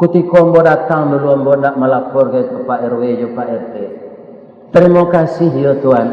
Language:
Minangkabau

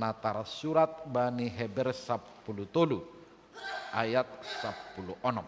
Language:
Batak Simalungun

